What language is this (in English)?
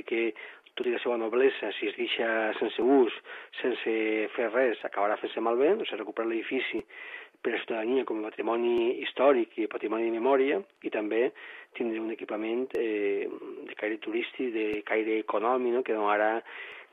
Catalan